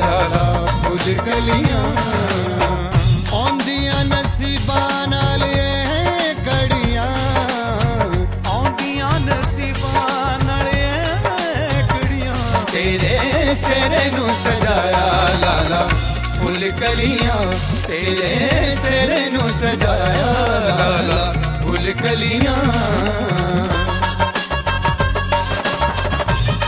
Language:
Punjabi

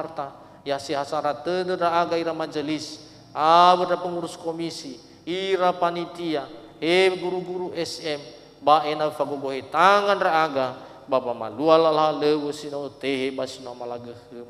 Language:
Nias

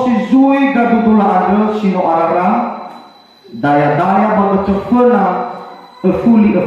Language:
Nias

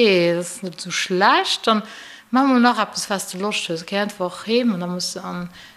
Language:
Luxembourgish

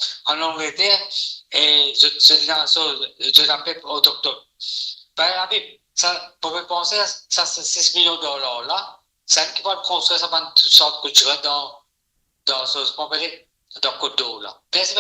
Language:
Morisyen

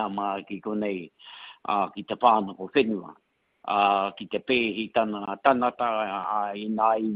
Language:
Māori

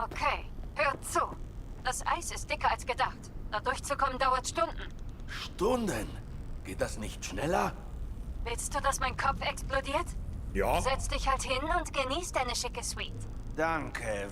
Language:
Bavarian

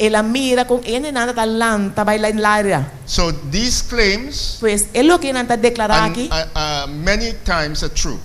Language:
Papiamento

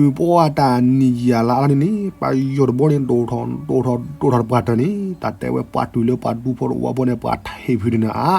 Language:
S'gaw Karen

